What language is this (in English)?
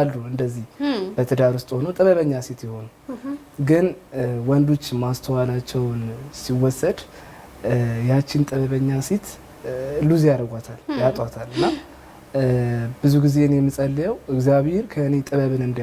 Amharic